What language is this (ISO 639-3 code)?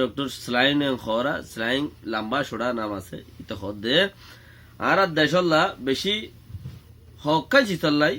rhg